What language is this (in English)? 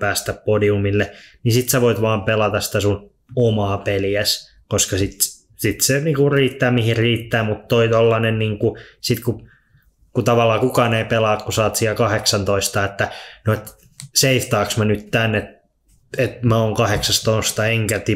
Finnish